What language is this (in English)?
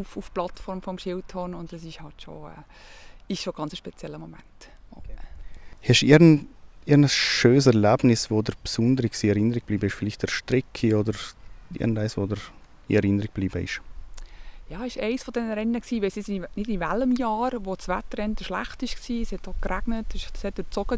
Swiss German